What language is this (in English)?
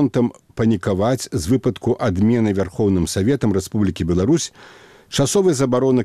Belarusian